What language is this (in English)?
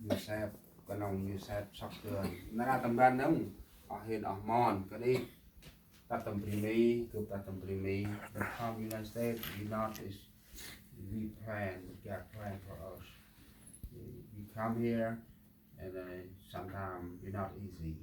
Central Mnong